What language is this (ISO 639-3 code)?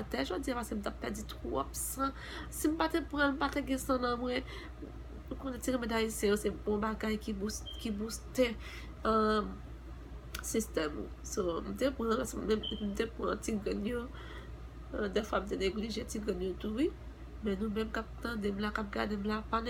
hat